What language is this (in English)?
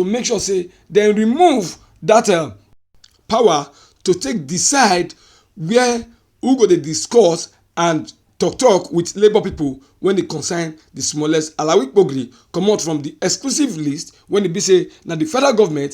Nigerian Pidgin